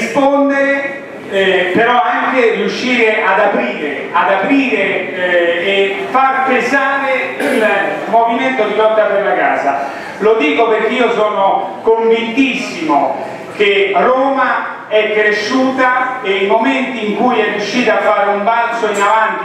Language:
Italian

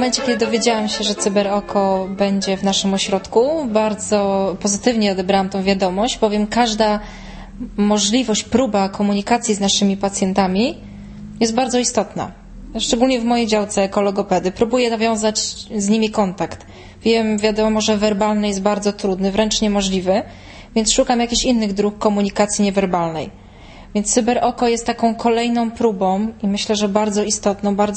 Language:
Polish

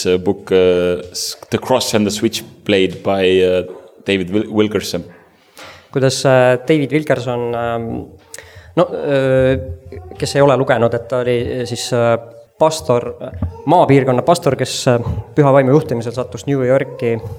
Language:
Estonian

